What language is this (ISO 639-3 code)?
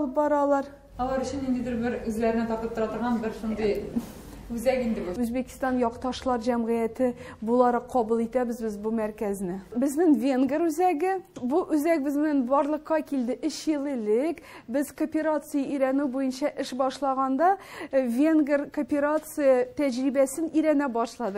tat